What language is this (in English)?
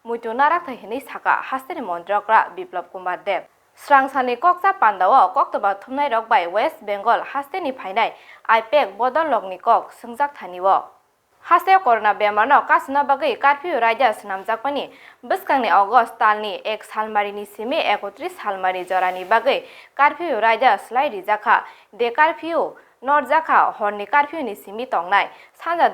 Kok Borok